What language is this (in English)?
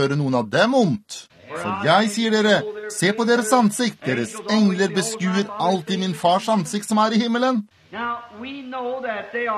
Norwegian